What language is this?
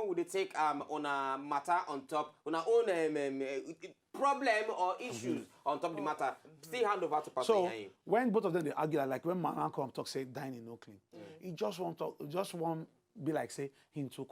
Nigerian Pidgin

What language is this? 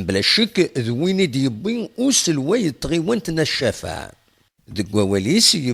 Kabyle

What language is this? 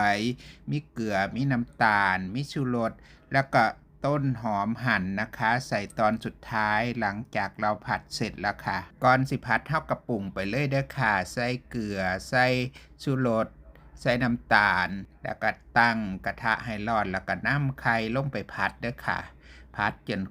Northeastern Thai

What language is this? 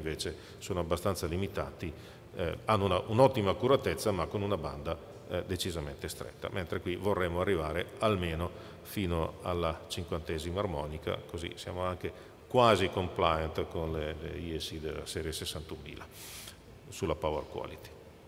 Italian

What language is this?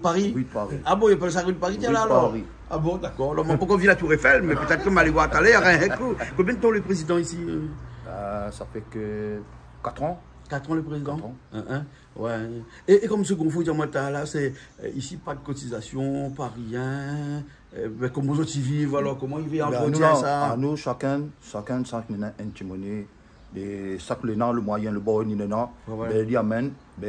Réunion Creole French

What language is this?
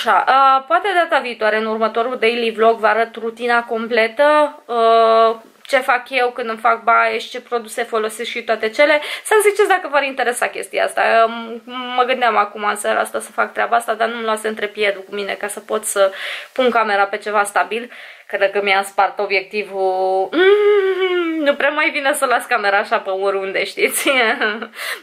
Romanian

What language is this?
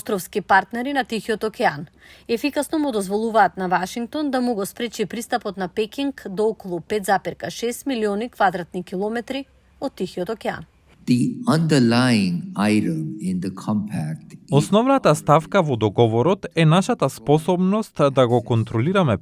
Macedonian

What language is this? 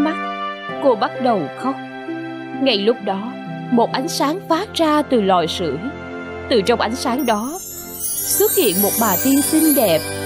Vietnamese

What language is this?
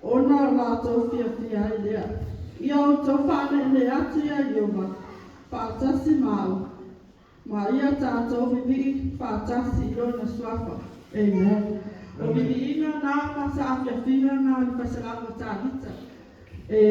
Samoan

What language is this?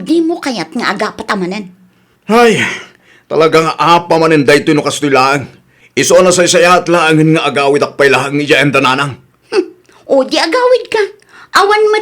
Iloko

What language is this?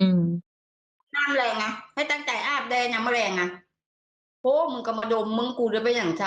Northeastern Thai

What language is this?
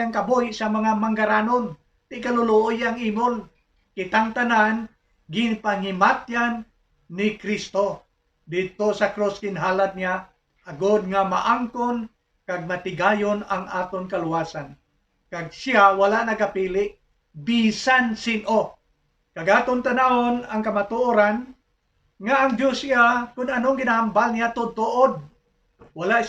Hiligaynon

